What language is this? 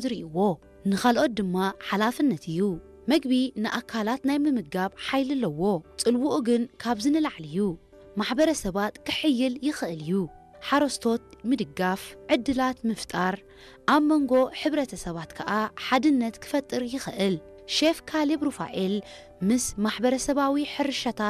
Tigrinya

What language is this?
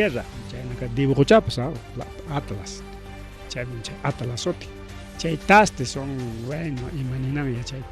Ayacucho Quechua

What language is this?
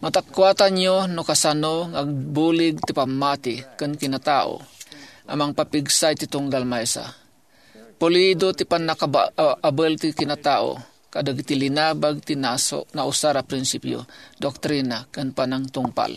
Iloko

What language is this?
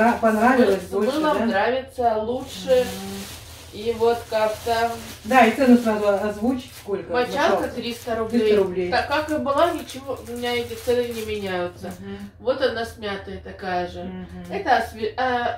Russian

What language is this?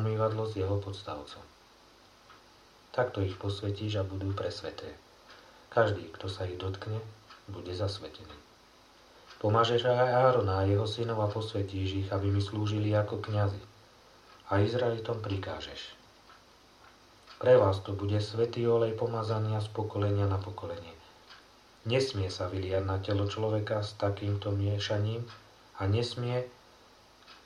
Slovak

